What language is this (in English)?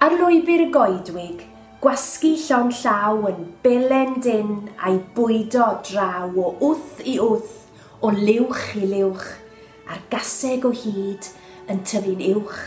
Welsh